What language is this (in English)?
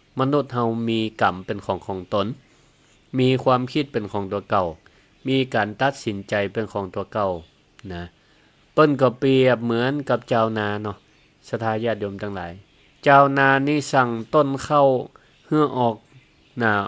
Northern Thai